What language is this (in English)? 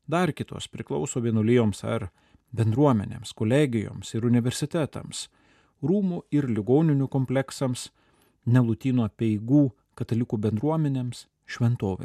Lithuanian